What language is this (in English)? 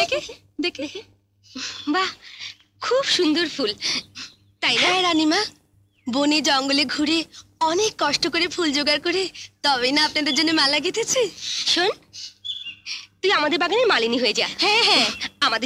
Bangla